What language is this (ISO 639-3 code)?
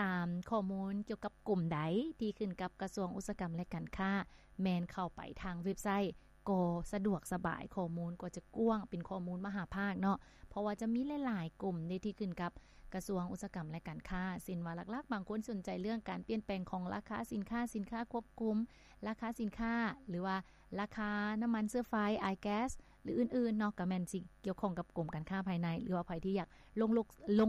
lao